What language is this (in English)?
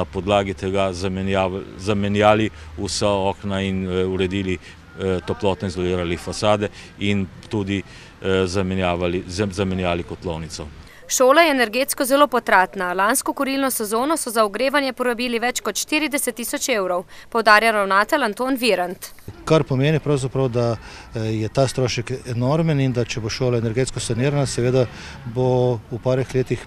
Slovenian